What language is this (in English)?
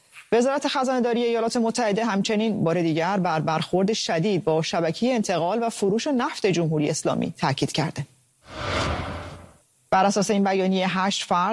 Persian